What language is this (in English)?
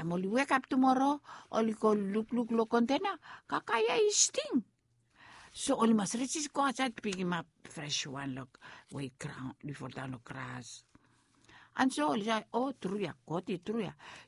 Bislama